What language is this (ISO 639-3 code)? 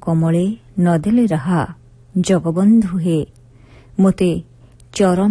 ori